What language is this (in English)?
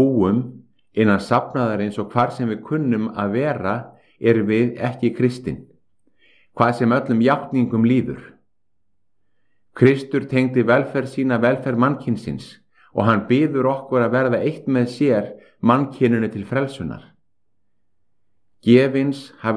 Icelandic